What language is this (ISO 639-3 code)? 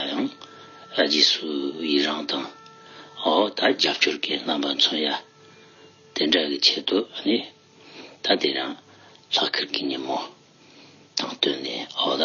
bod